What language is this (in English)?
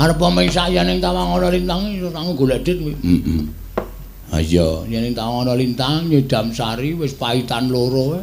Javanese